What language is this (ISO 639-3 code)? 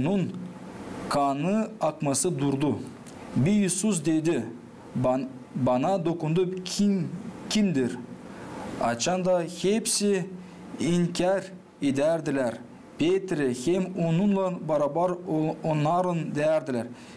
gag